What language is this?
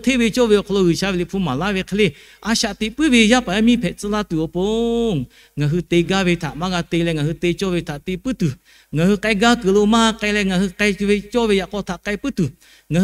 Lahu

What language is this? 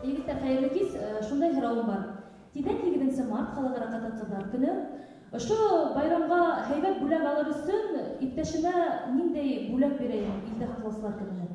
Bashkir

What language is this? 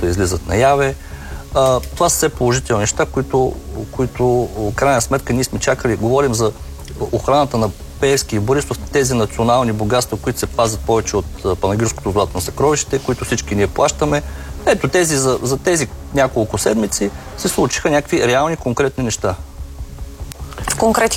Bulgarian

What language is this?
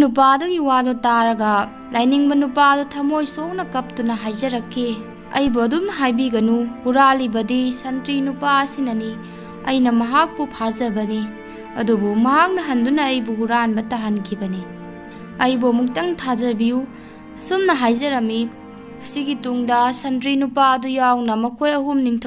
Manipuri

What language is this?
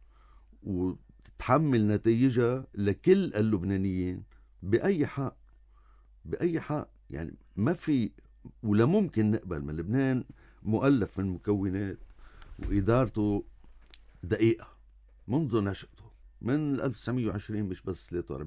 North Levantine Arabic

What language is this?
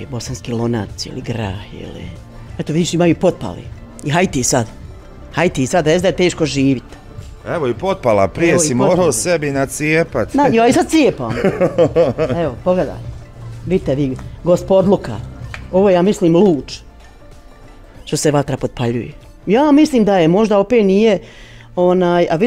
Bosnian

